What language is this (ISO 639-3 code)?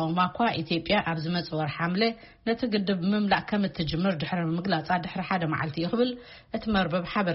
tir